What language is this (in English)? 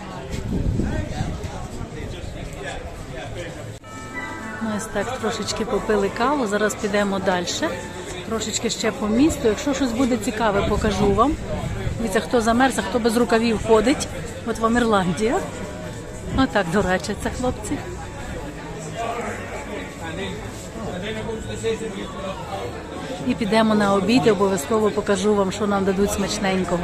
Ukrainian